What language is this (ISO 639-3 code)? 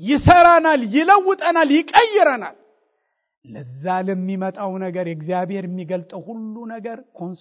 amh